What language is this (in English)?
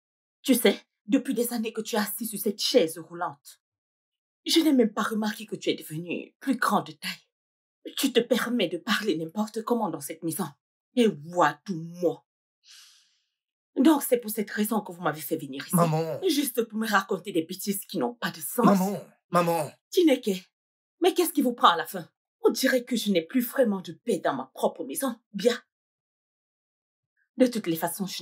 French